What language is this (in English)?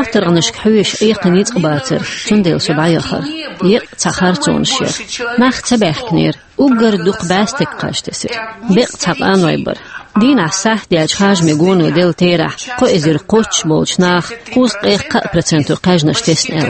Chechen